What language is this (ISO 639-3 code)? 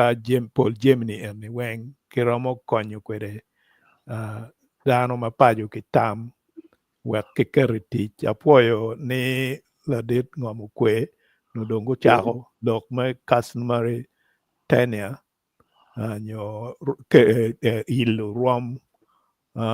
ach